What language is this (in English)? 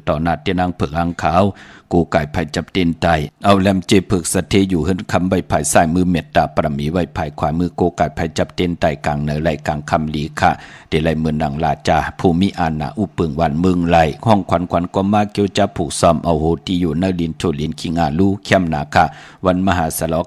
Shan